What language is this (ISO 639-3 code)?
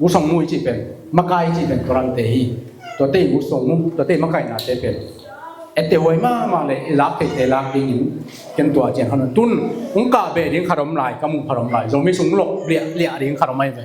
ctd